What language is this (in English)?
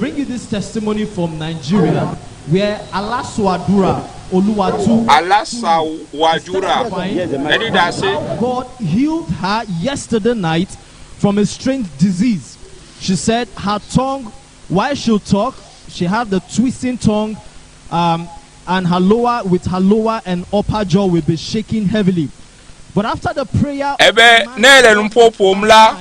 Ewe